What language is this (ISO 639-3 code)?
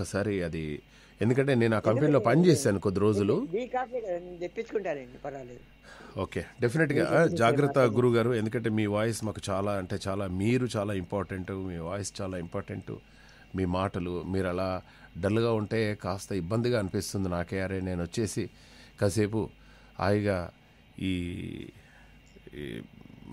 tel